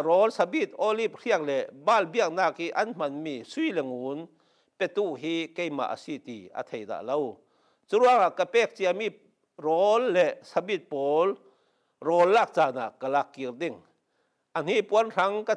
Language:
Falam Chin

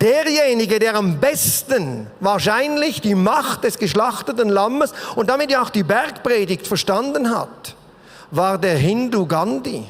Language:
Swiss German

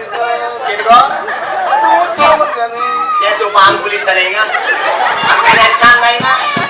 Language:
Konkani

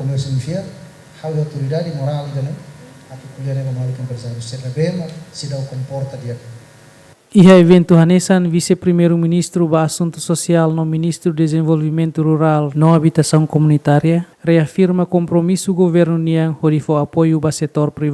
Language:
Tetum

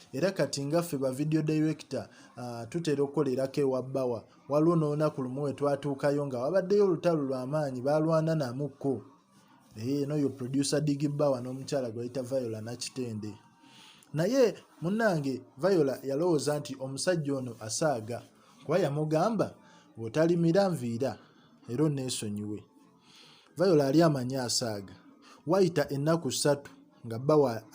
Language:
Ganda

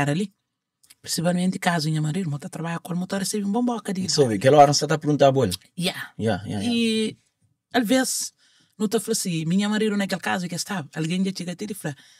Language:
Kabuverdianu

